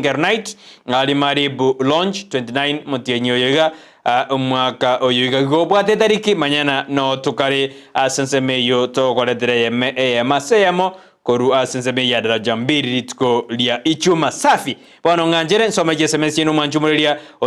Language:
Gusii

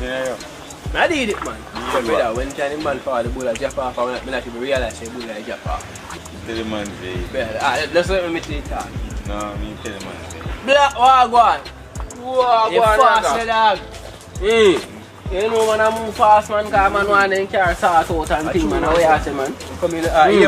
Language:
Jamaican Creole English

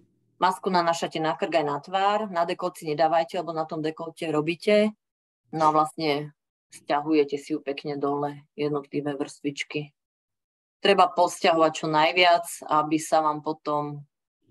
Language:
Slovak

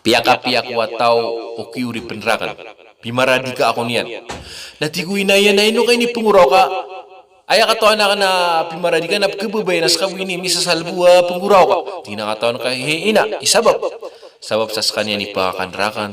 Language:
Maranao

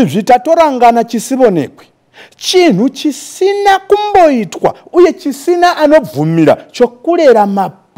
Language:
Shona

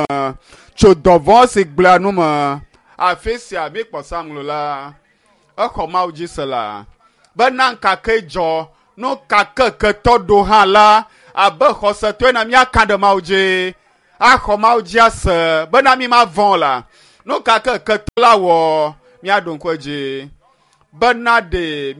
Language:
Ewe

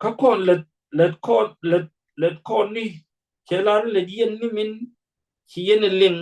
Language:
Nuer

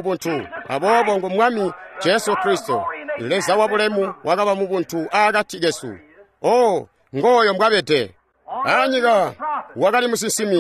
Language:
Tonga (Zambia)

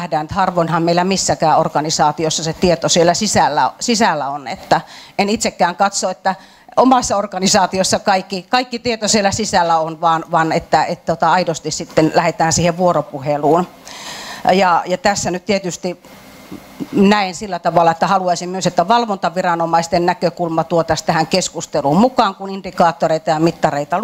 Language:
Finnish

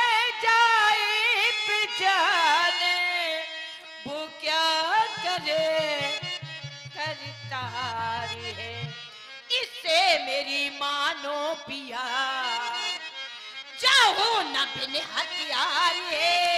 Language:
Hindi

